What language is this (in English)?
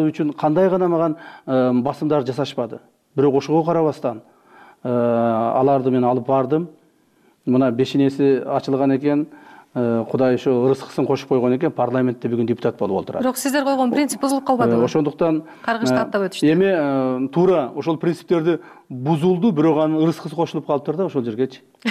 Kyrgyz